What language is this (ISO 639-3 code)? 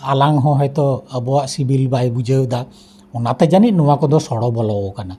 sat